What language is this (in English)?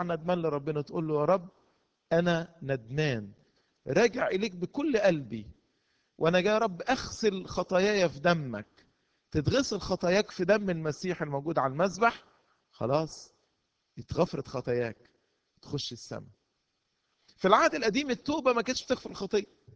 Egyptian Arabic